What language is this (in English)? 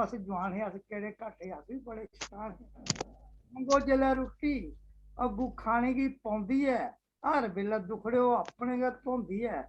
Dogri